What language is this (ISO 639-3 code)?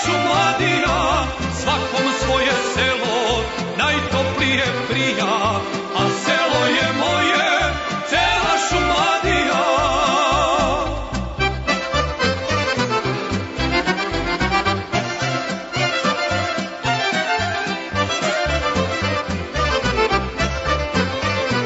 srp